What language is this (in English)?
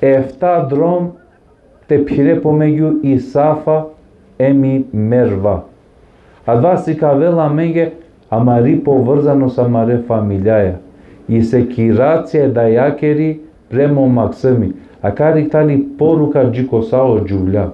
Balkan Romani